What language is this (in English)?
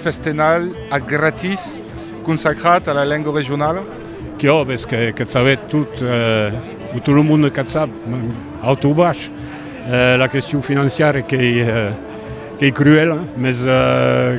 Occitan